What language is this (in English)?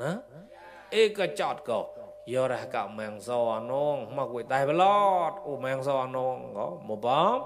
Mon